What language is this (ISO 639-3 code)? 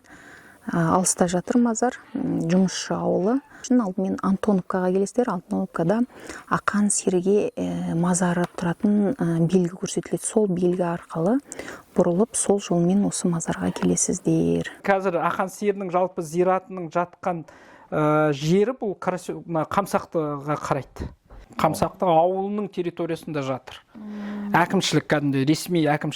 kaz